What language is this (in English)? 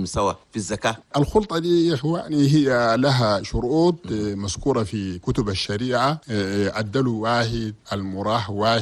Chadian Arabic